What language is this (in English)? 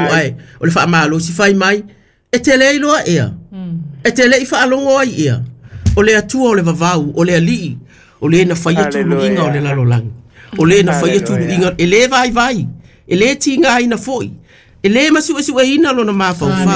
Samoan